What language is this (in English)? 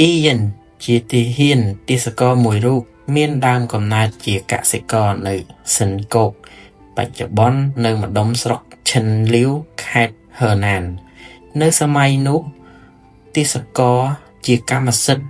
Khmer